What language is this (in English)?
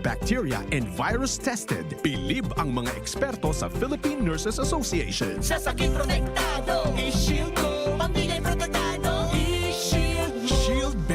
Bikol